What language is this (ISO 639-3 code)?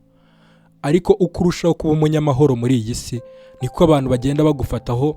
kin